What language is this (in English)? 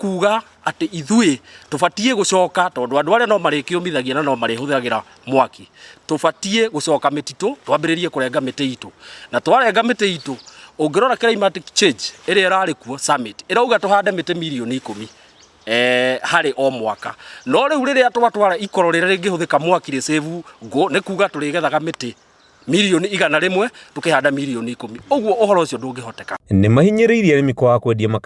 Kikuyu